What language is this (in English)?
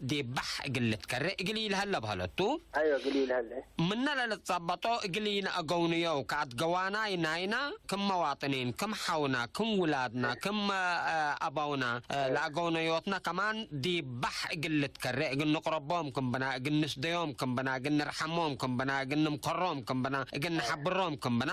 Tigre